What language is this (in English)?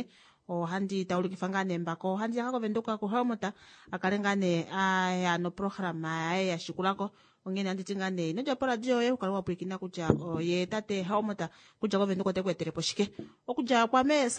Kuanyama